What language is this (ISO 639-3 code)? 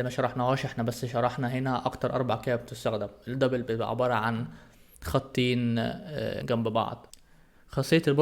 arz